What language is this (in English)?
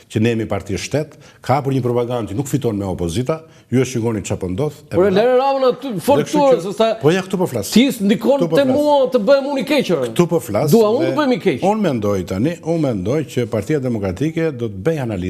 Albanian